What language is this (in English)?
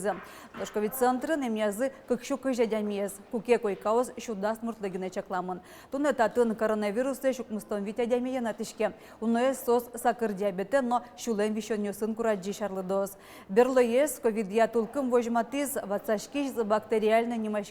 Udmurt